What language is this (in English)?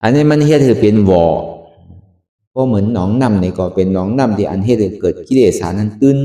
Shan